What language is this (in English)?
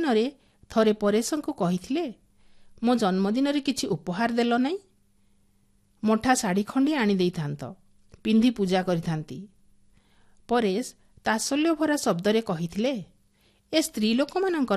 Odia